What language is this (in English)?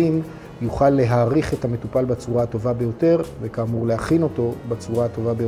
Hebrew